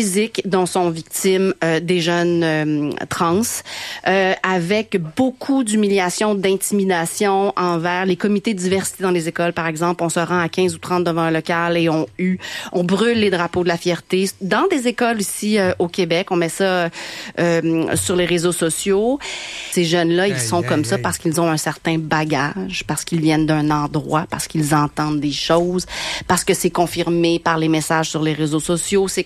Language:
French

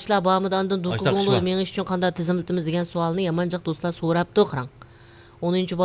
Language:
Uyghur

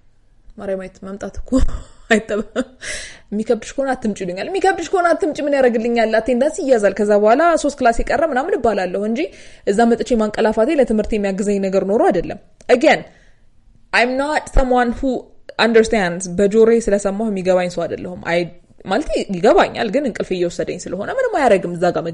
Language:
Amharic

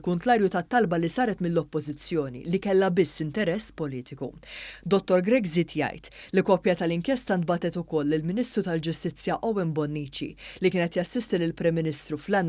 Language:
Maltese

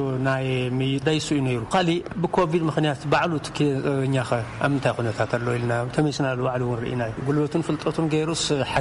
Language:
Tigrinya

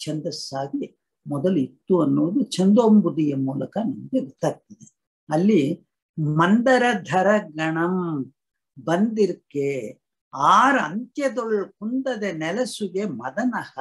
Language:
Kannada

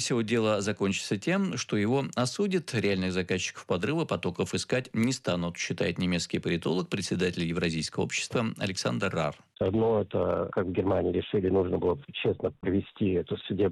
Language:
Russian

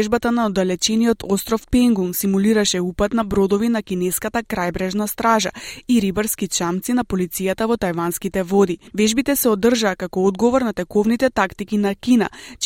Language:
Macedonian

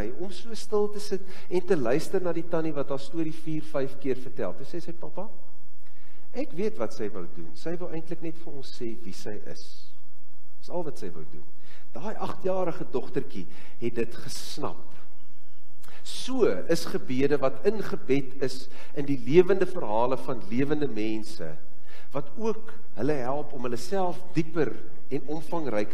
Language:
Afrikaans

